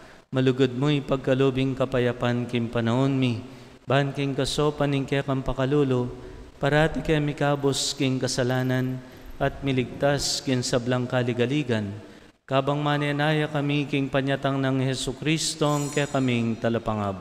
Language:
Pampanga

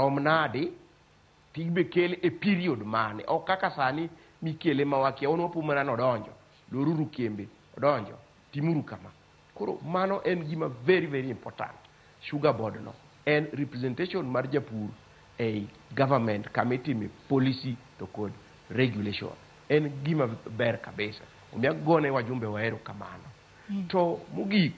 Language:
Luo (Kenya and Tanzania)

